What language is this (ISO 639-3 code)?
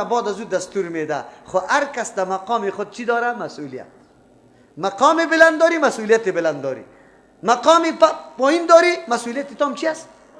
fas